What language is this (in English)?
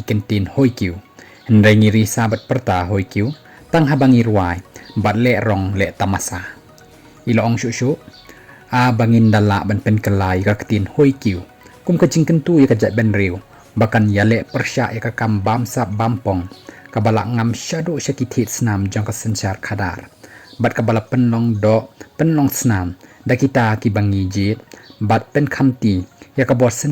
Khasi